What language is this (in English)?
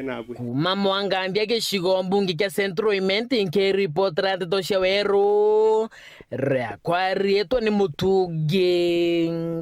Meru